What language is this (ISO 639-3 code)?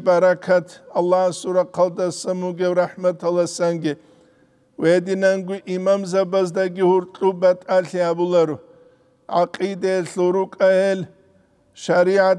ava